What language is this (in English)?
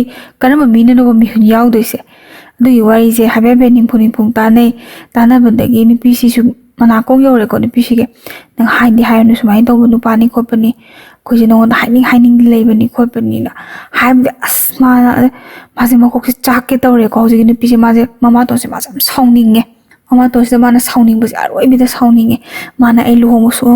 Manipuri